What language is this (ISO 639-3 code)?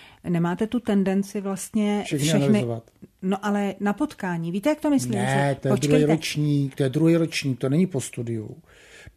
ces